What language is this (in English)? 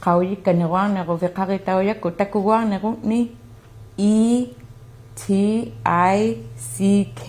Inuktitut